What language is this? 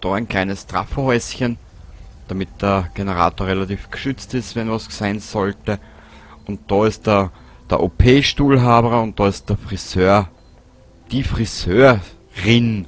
Bavarian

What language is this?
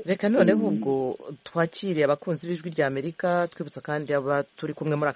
Kinyarwanda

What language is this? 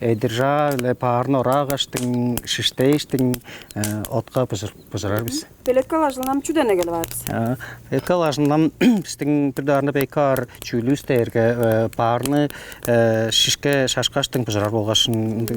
Tuvinian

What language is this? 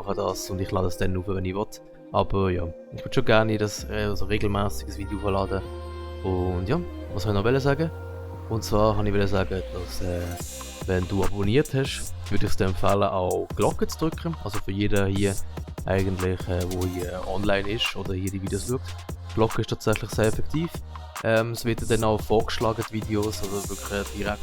Swiss German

